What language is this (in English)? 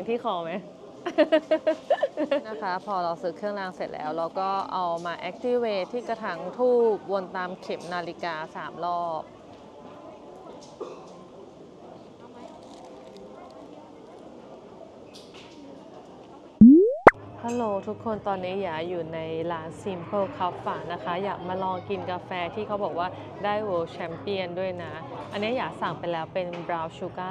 Thai